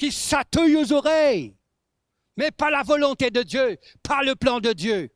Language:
Morisyen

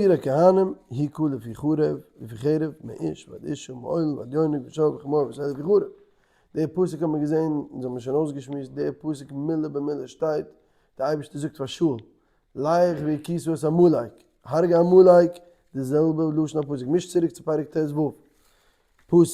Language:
Yiddish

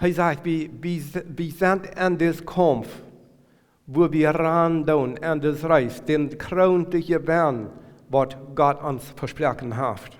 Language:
Plautdietsch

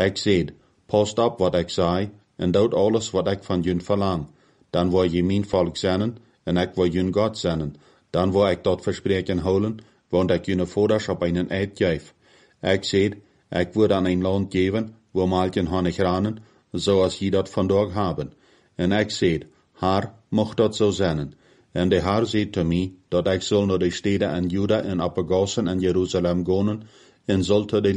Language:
Plautdietsch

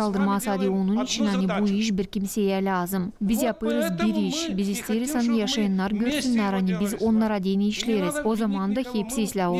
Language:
Gagauz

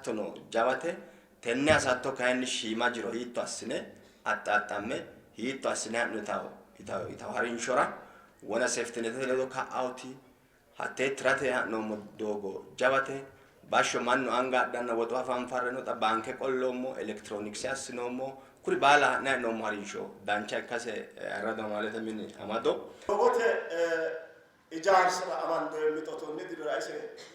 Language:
Sidamo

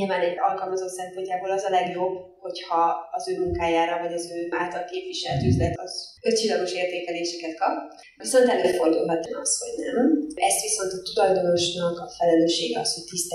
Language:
Hungarian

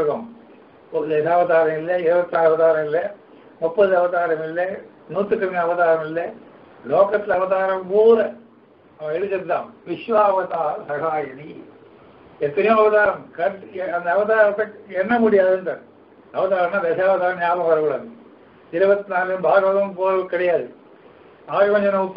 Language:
Tamil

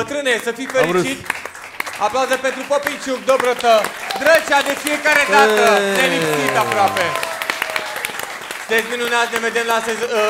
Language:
Romanian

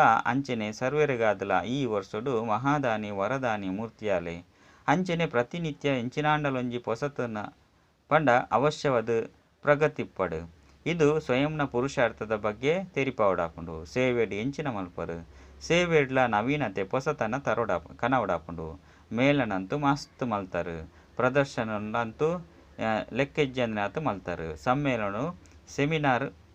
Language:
Tulu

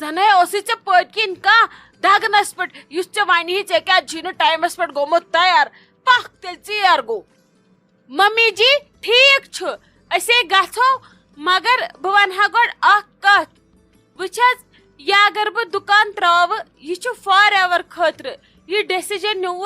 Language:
Kashmiri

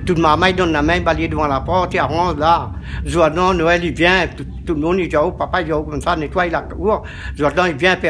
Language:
Réunion Creole French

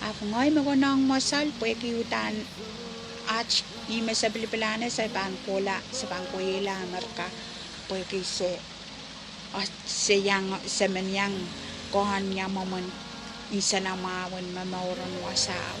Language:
Pohnpeian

